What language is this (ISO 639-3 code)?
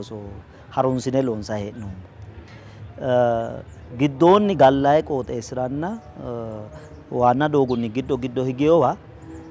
sid